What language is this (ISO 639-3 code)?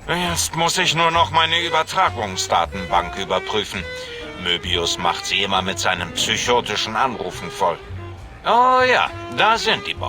bar